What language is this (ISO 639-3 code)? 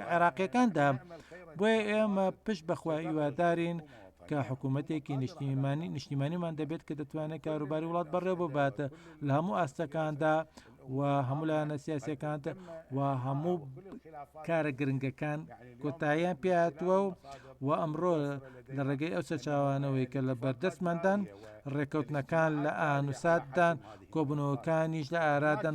ckb